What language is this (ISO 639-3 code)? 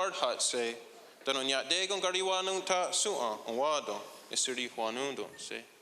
moh